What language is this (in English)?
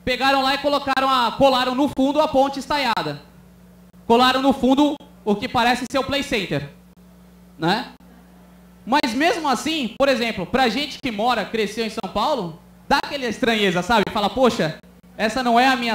Portuguese